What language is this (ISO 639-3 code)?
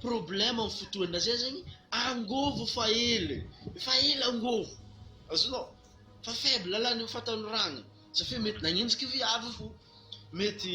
mlg